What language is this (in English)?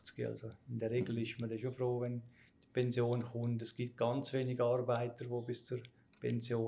Swiss German